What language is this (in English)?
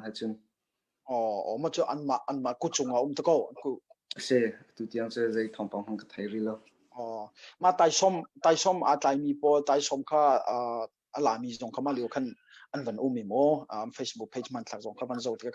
Hakha Chin